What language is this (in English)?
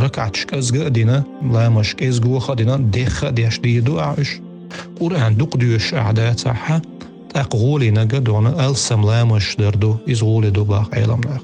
Chechen